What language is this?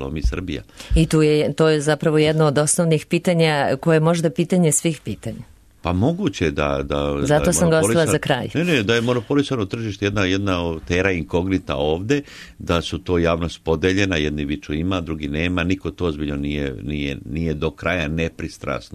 Serbian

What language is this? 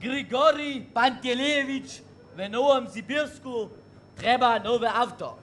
Upper Sorbian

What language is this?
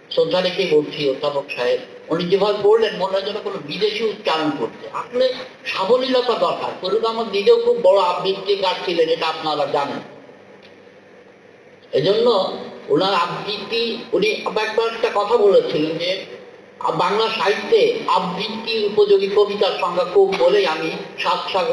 Bangla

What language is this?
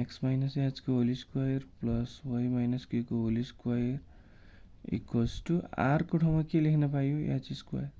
Nepali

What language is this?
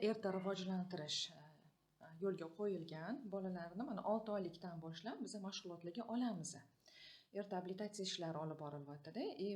Uzbek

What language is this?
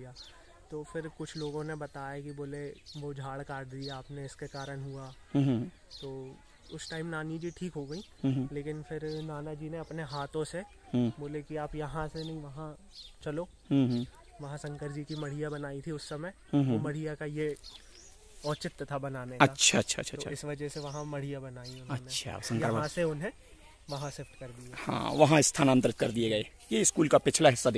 Hindi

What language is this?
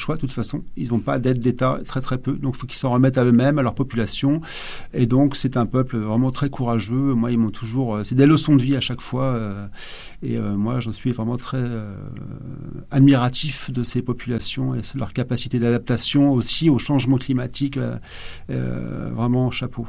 French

